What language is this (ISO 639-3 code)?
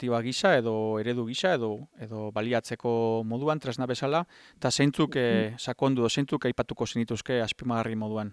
eus